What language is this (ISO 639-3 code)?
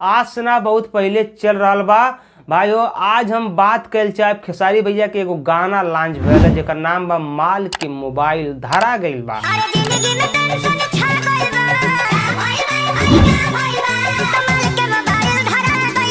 bho